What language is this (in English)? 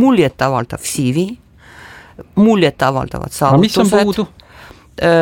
Estonian